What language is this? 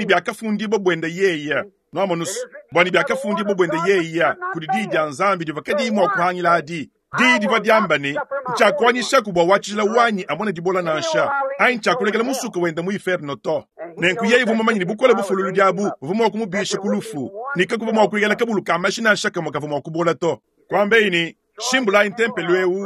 Luba-Lulua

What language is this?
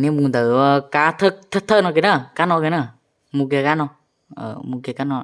Hmong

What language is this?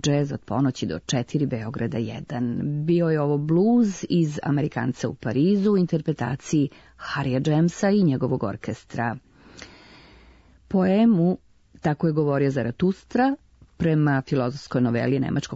Serbian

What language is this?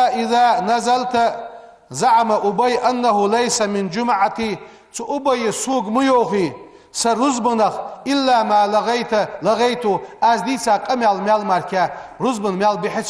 Ingush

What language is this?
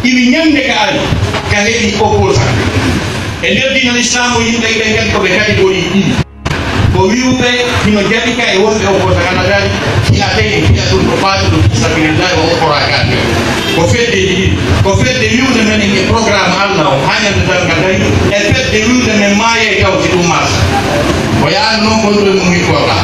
Pular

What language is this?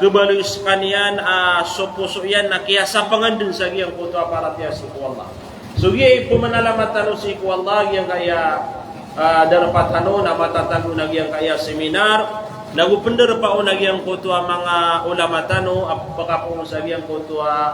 Maranao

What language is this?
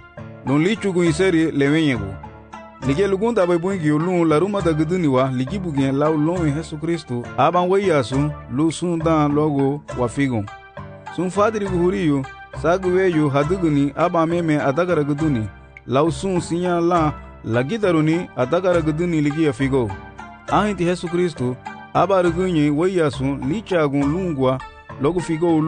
Garifuna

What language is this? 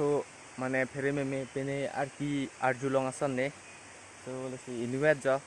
Karbi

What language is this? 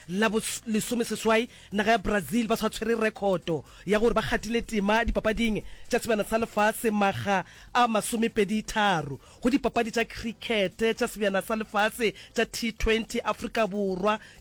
Northern Sotho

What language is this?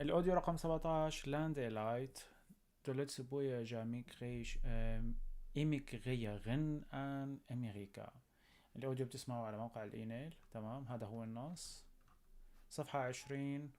North Levantine Arabic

